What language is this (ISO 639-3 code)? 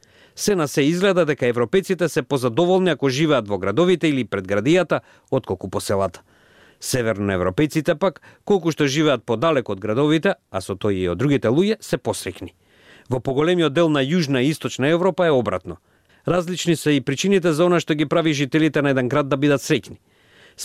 mkd